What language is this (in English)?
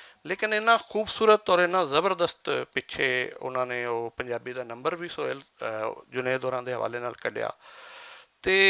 Western Panjabi